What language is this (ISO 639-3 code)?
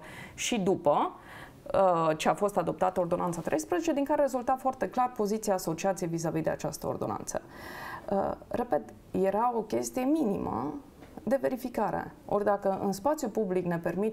ron